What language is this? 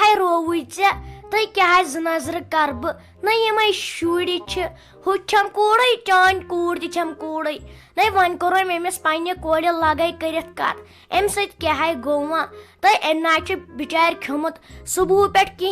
Kashmiri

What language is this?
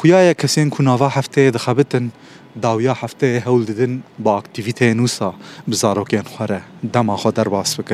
Kurdish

